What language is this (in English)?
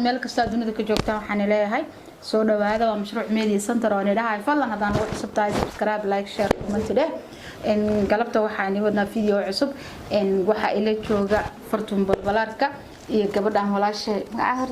Somali